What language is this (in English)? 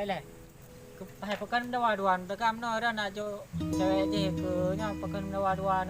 Achinese